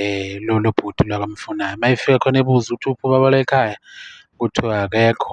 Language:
Zulu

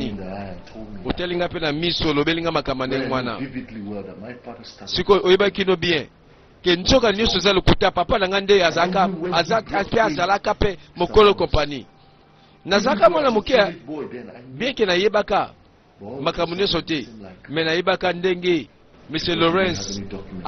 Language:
Lingala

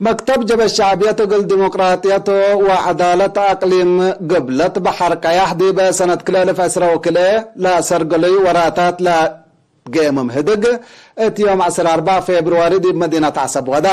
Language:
Tigre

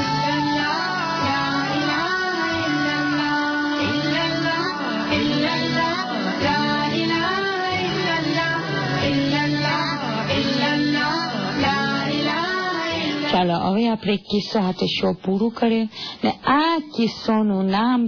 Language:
Gujarati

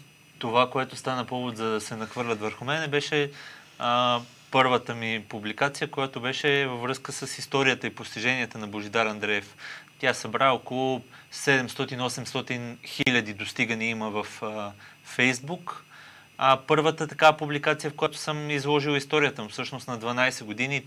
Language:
Bulgarian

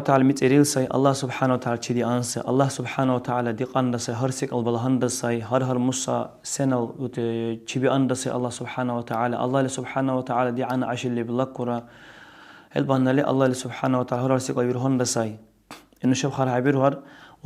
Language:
Dargwa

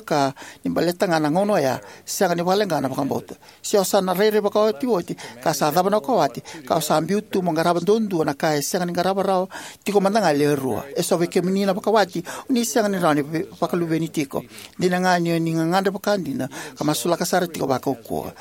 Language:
Fijian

